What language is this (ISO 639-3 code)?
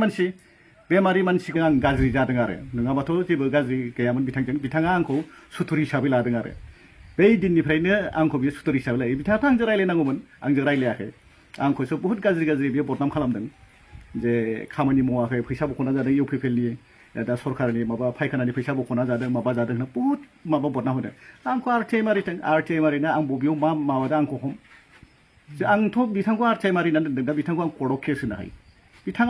brx